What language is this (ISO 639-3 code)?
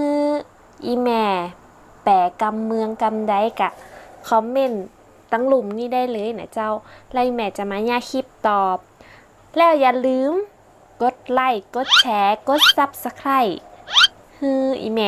nod